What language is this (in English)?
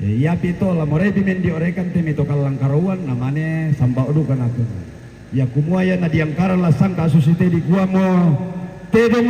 Toraja-Sa'dan